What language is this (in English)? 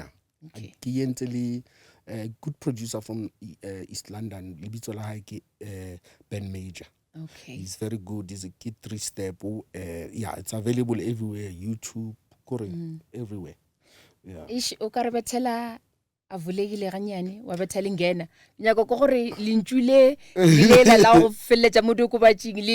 Northern Sotho